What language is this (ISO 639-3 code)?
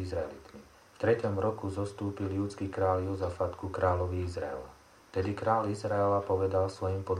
slk